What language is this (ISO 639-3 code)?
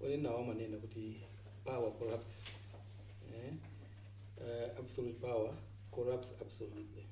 nya